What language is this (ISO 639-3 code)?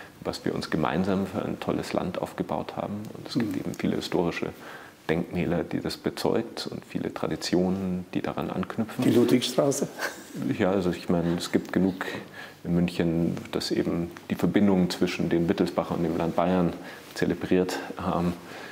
deu